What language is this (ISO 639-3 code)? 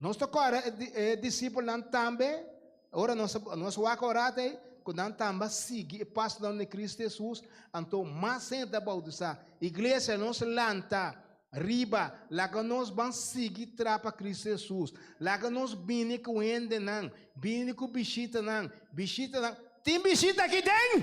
pap